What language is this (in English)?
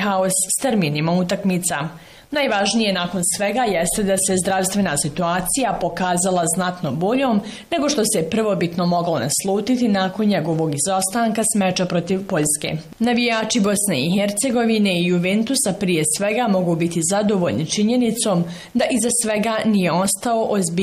Bosnian